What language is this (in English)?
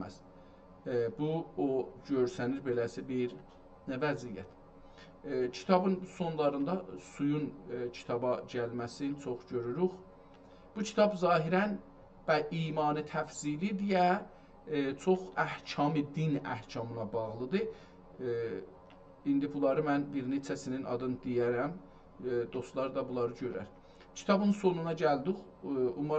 South Azerbaijani